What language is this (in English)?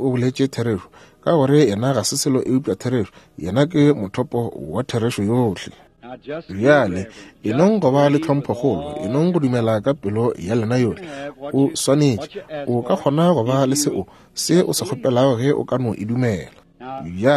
Northern Sotho